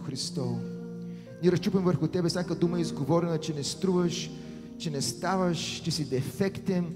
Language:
Bulgarian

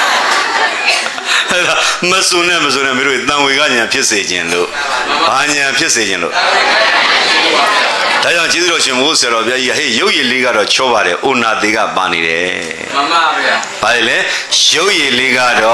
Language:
Burmese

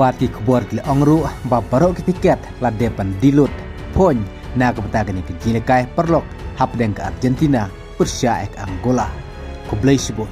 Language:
Khasi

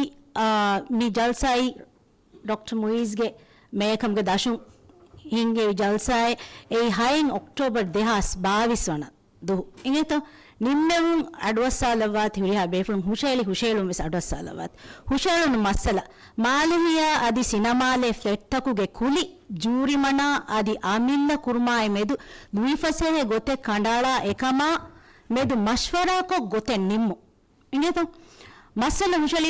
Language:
Divehi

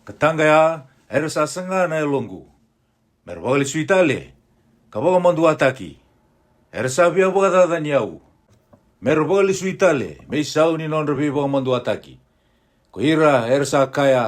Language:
Fijian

